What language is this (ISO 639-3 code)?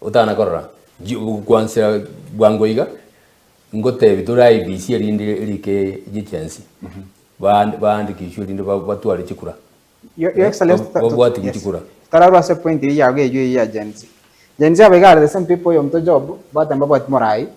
guz